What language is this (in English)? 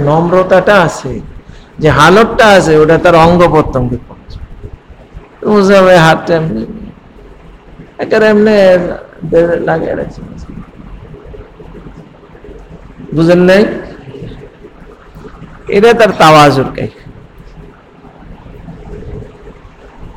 Bangla